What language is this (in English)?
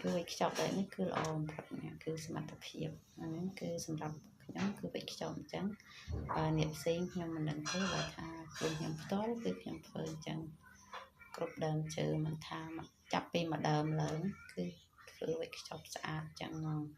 Khmer